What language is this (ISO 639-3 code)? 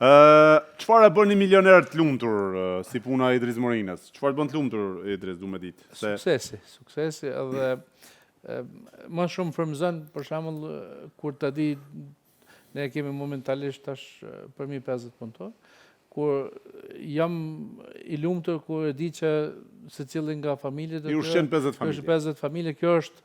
sqi